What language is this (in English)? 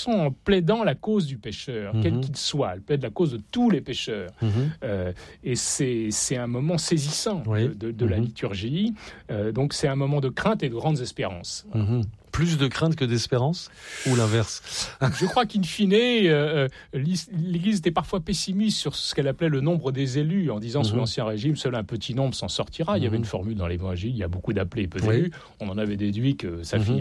French